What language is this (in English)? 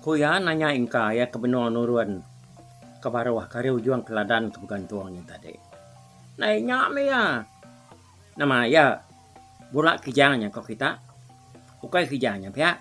Iban